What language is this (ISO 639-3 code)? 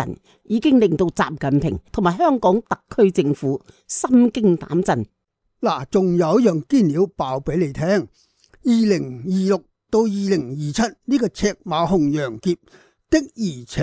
yue